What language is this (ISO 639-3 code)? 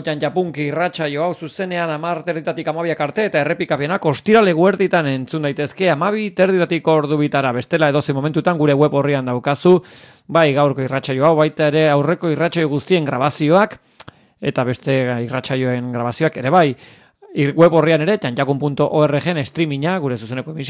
eus